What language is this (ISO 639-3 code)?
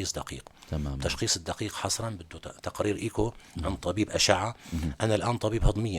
apc